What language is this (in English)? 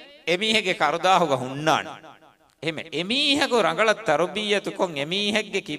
Divehi